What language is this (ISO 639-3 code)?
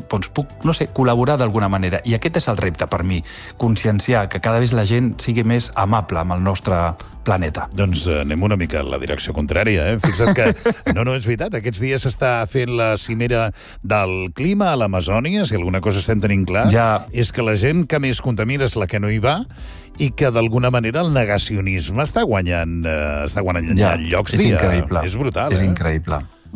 cat